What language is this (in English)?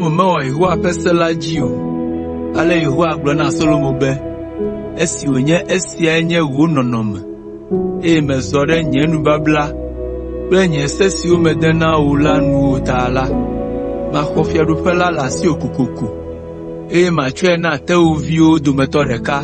Ewe